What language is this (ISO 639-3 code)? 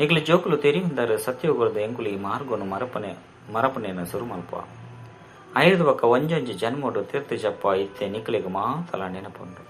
tcy